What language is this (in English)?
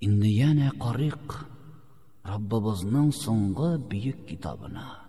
Tatar